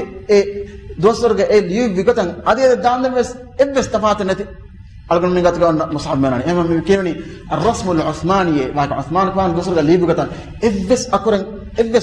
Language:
Divehi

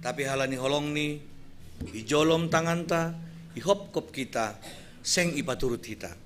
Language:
Batak Simalungun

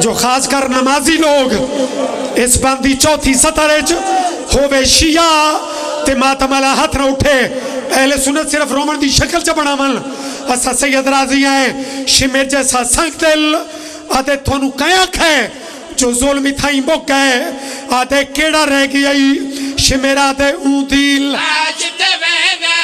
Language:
Pahari-Potwari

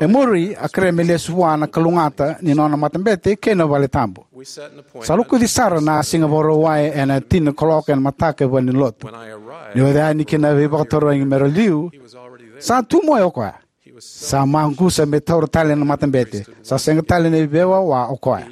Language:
Fijian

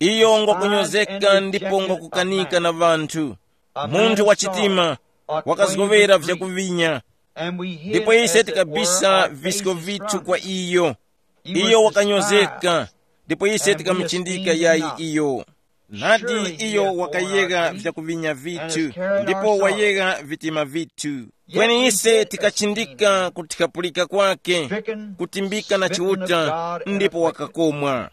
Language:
Tumbuka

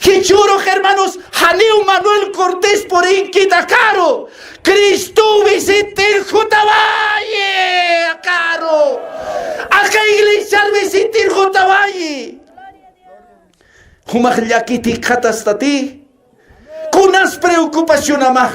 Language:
Aymara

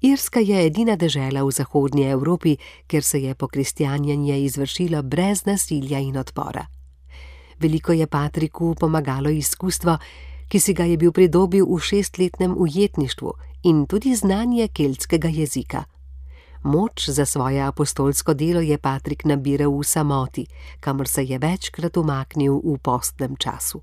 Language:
Slovenian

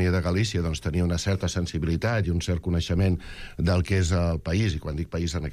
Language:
Catalan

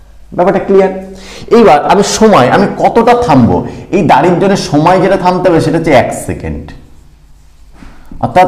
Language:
Bangla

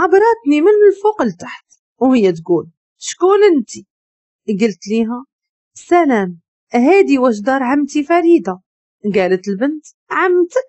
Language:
Moroccan Arabic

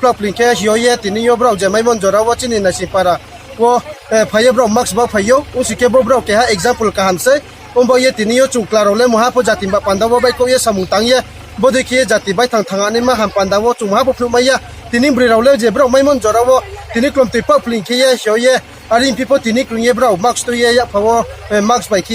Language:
Riang (India)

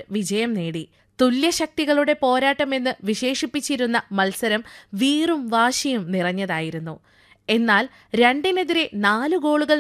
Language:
Malayalam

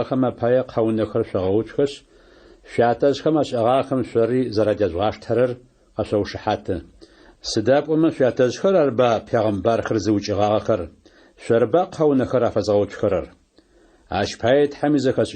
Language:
Adyghe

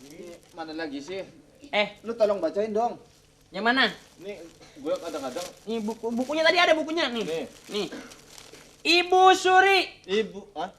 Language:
Betawi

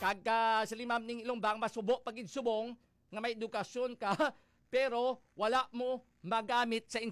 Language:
Hiligaynon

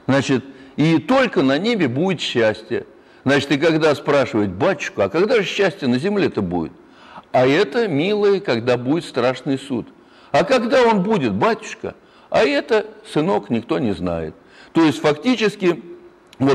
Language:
Russian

